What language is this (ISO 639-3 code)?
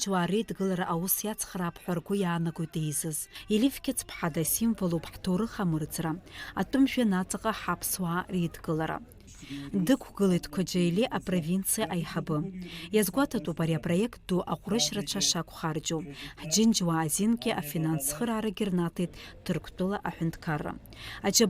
abk